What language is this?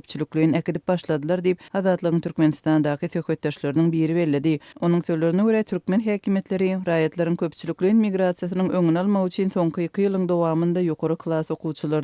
Turkmen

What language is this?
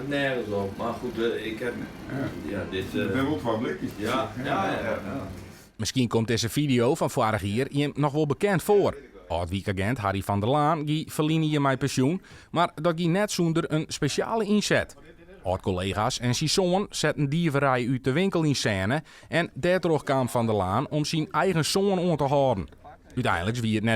Western Frisian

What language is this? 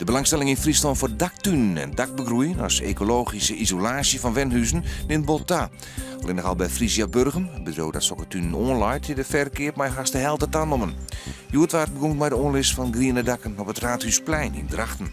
Western Frisian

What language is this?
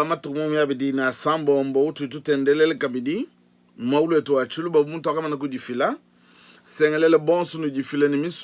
Luba-Lulua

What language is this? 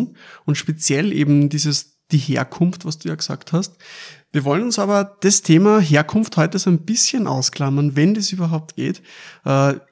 German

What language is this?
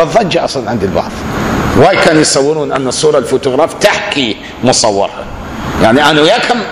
Mesopotamian Arabic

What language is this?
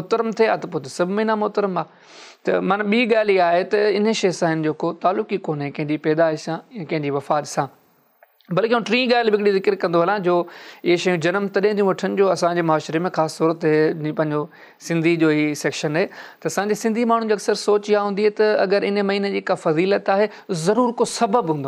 Sindhi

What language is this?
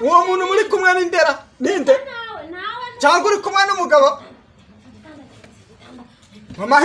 Kinyarwanda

